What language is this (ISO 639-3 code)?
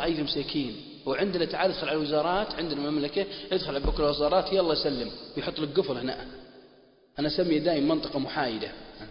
ara